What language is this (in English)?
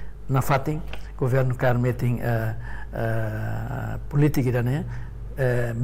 Tetum